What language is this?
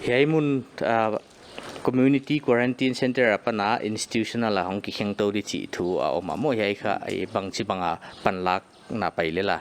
Paite Chin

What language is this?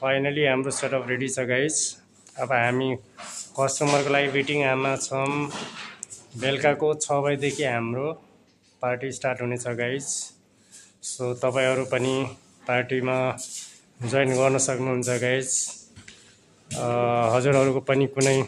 Nepali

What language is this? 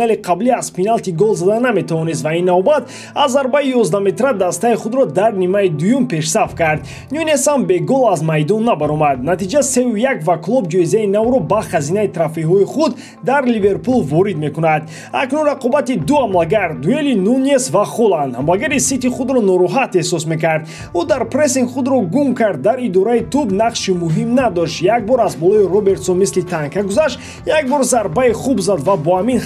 Tajik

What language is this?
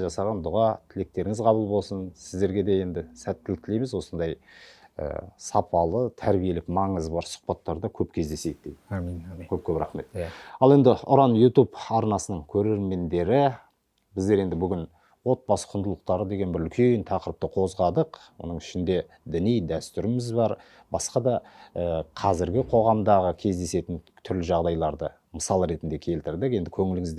Kazakh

